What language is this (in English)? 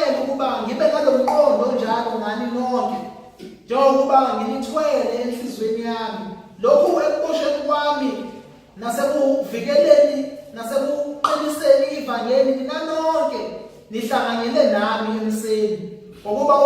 Zulu